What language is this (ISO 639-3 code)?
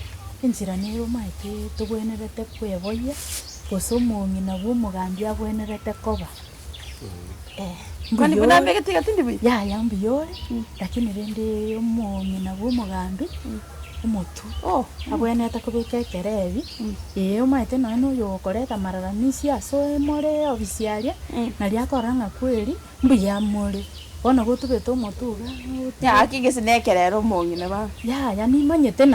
guz